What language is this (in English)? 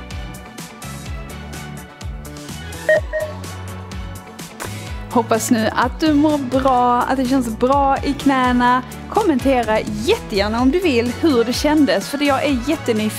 Swedish